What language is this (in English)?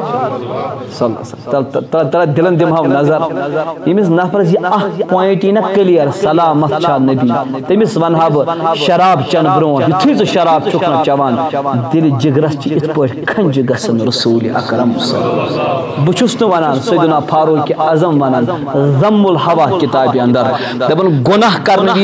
Kashmiri